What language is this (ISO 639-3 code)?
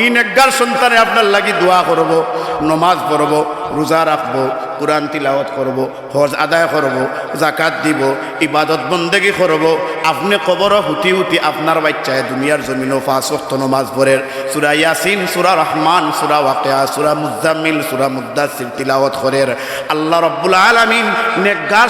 syl